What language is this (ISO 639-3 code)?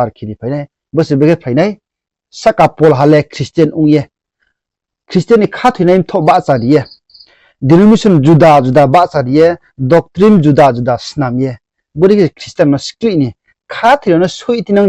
ria